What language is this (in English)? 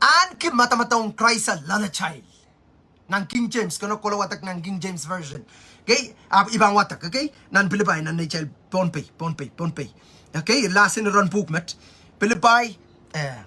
Pohnpeian